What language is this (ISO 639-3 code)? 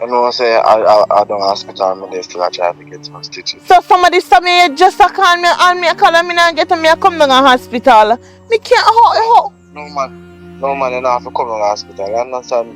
jam